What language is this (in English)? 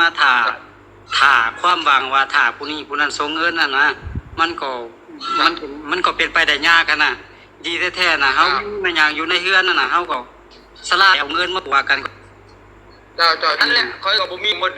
Lao